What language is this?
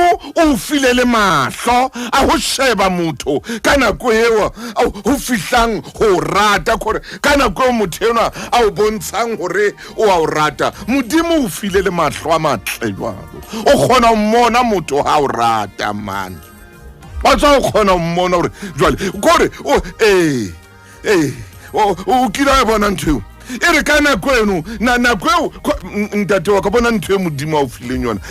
Southern Sotho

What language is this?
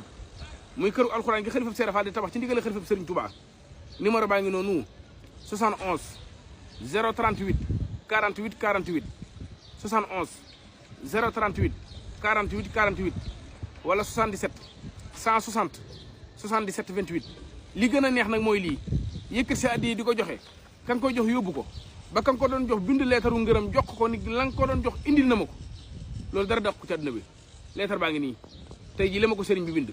Wolof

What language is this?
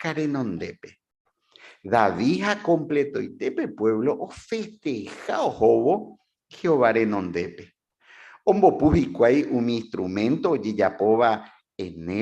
Guarani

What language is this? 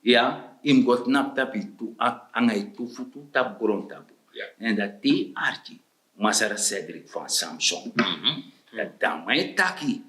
Sranan Tongo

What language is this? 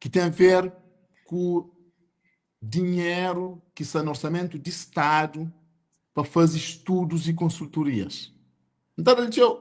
Kabuverdianu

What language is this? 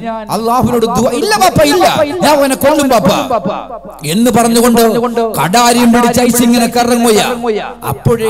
Malayalam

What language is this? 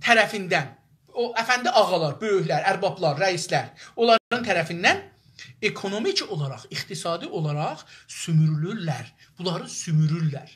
South Azerbaijani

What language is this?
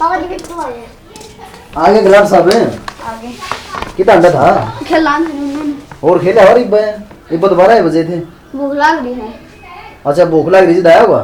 Haryanvi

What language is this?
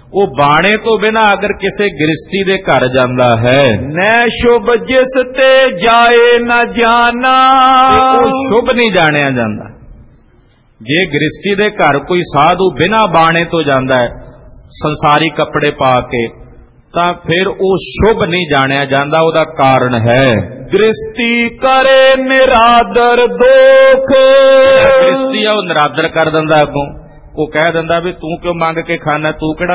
Punjabi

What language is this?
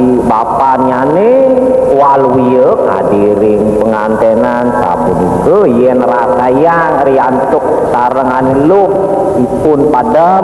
Balinese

